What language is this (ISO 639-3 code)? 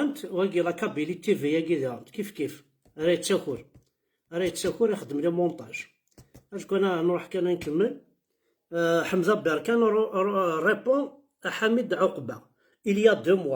kab